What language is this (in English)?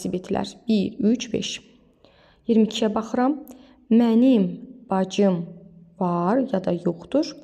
Azerbaijani